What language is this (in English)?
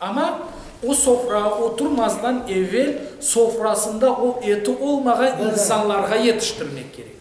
Crimean Tatar